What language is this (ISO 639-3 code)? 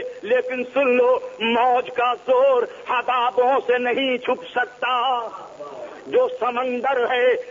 urd